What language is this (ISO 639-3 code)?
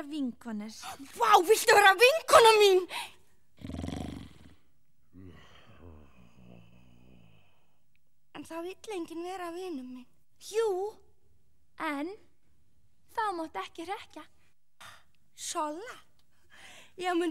isl